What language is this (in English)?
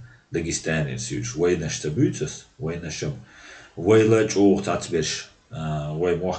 Chechen